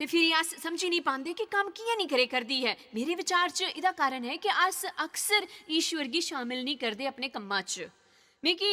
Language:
Dogri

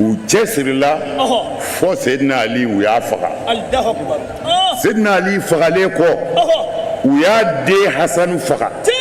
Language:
Bambara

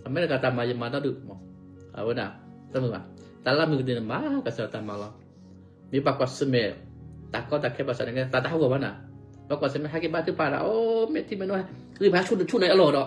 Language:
S'gaw Karen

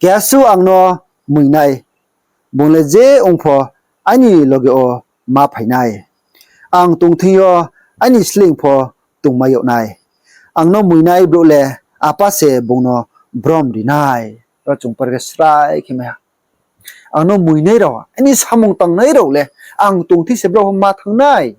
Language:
Riang (India)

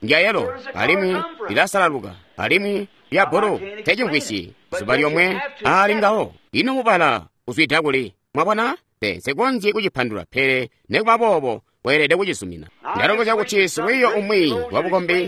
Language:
Tonga (Zambia)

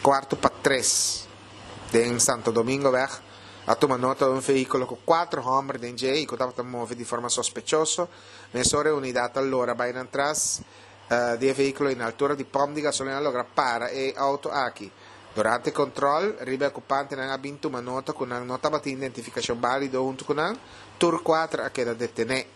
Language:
Papiamento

